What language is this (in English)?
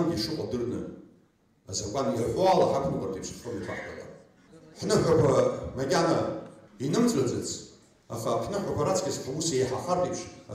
Abkhazian